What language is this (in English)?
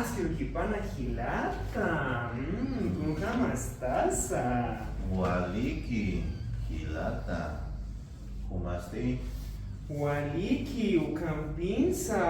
Aymara